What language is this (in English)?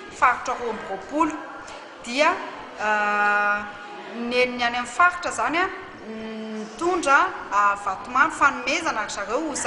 Malagasy